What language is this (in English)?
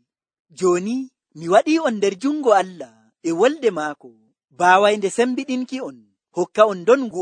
Nigerian Fulfulde